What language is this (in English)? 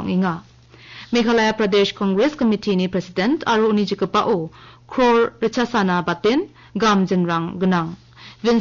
Garo